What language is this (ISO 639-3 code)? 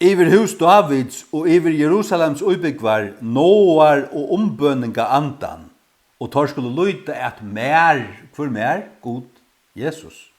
fao